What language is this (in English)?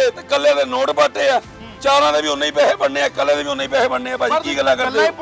Punjabi